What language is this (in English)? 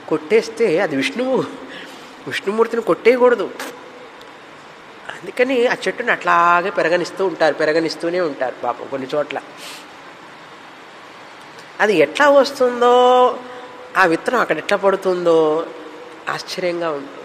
Telugu